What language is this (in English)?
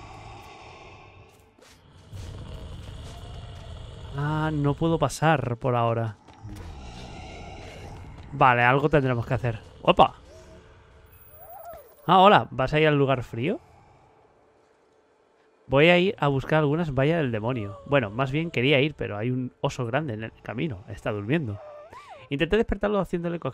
Spanish